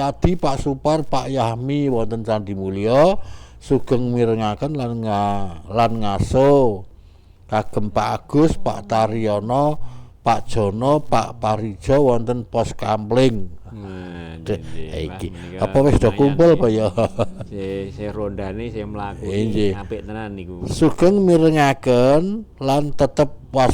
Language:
Javanese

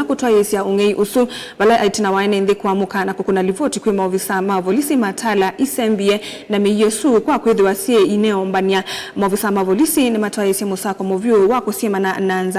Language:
Kamba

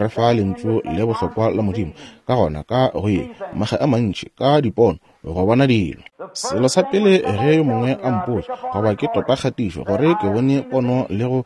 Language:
Northern Sotho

